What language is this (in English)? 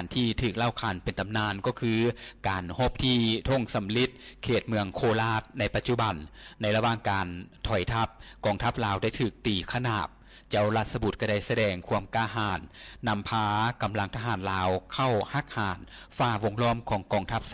Lao